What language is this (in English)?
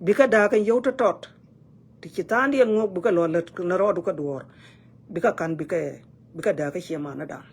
Nuer